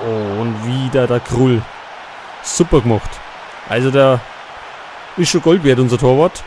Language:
Bavarian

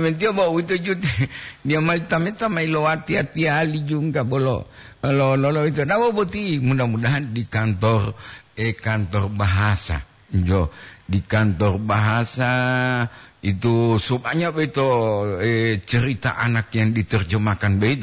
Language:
Gorontalo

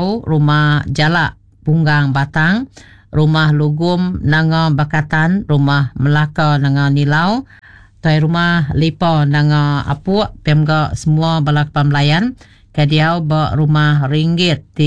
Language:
Iban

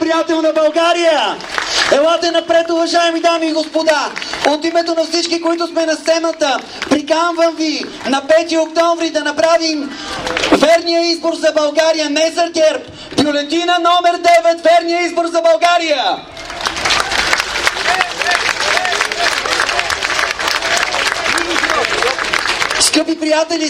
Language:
Bulgarian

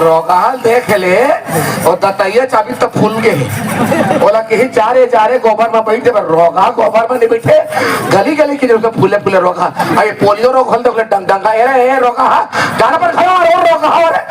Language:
Chhattisgarhi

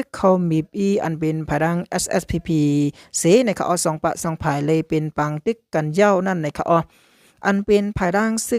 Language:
Shan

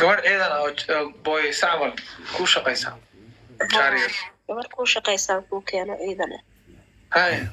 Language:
Somali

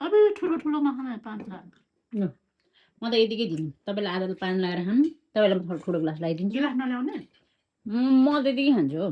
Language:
Nepali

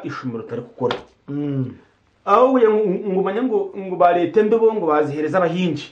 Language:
Nyankole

